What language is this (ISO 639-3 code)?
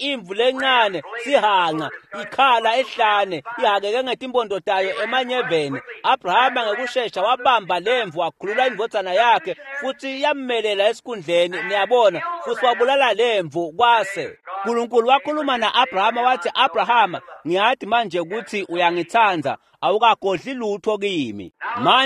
ssw